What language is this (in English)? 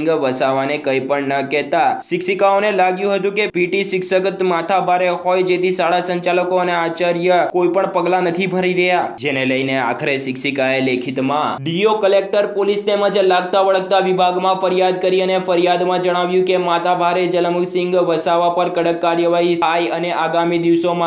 Gujarati